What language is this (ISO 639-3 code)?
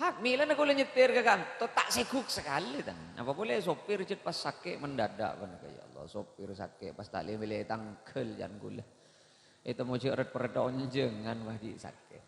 mad